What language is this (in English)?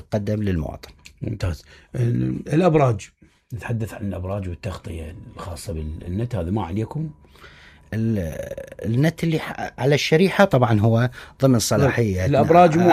Mesopotamian Arabic